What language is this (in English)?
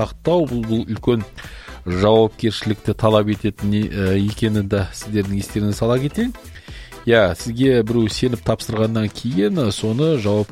Kazakh